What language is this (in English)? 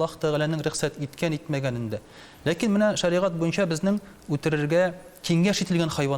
Tatar